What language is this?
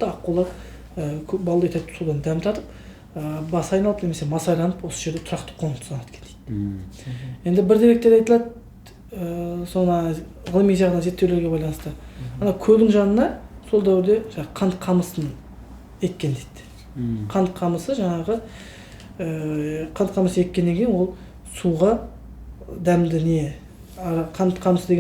Kazakh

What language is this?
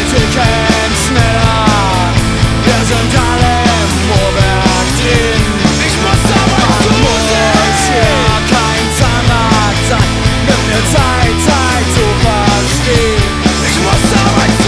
German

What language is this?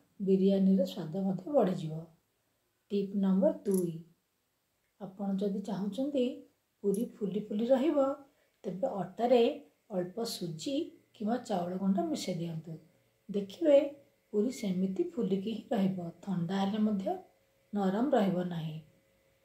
Odia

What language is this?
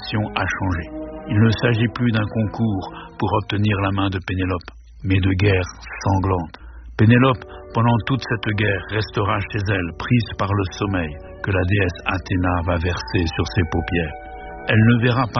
French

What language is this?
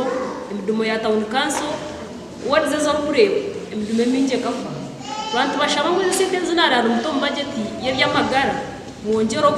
Nyankole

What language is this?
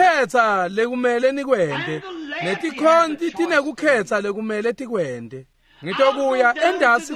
Swati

